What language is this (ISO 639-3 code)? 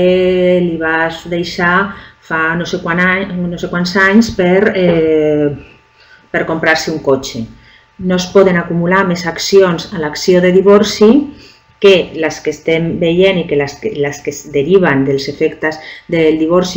cat